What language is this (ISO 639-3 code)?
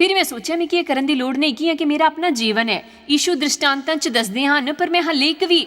doi